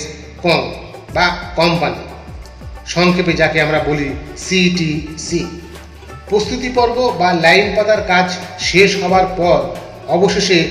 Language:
Bangla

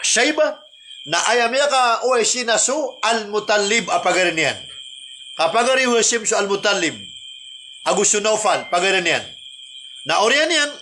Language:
Maranao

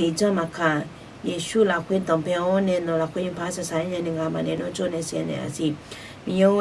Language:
Akha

